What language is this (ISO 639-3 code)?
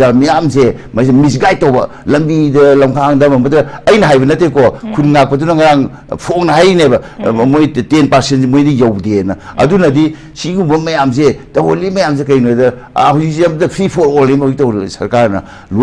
mni